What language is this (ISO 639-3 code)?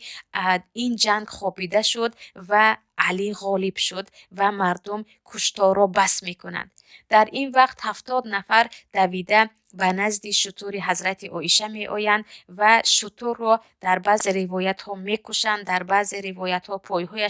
tgk